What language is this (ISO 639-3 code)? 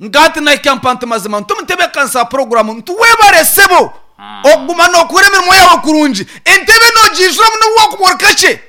nyn